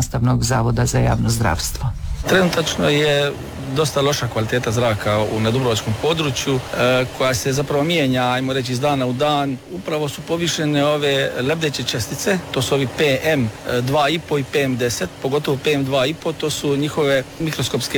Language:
Croatian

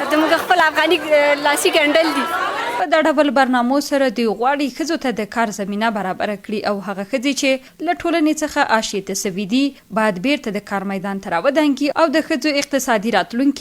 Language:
Pashto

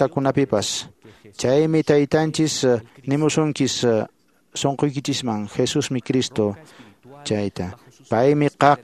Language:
Quechua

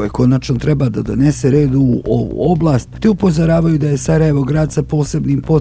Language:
Bosnian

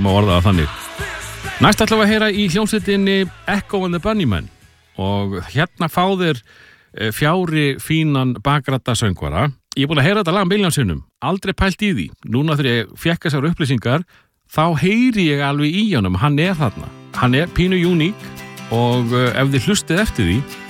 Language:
Icelandic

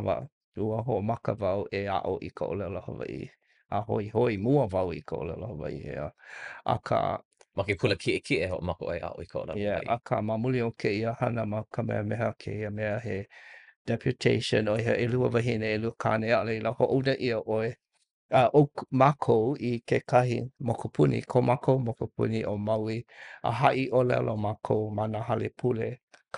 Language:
Hawaiian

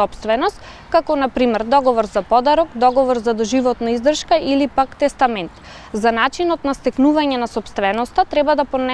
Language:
Macedonian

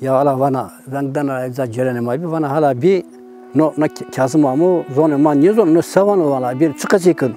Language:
Zaza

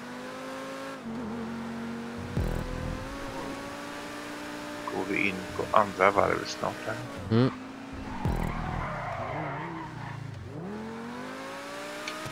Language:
Swedish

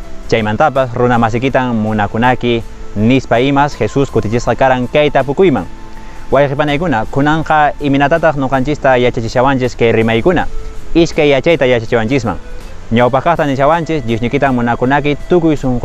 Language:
Quechua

